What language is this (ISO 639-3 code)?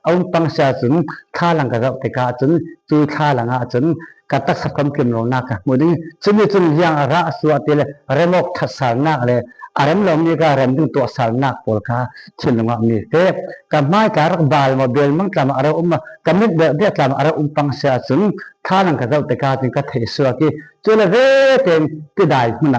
cfm